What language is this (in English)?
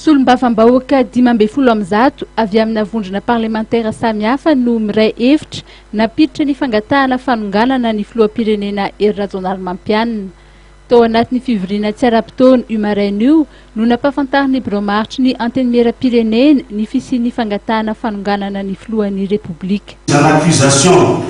Malagasy